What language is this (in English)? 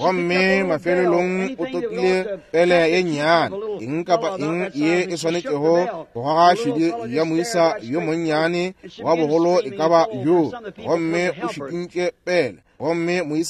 Northern Sotho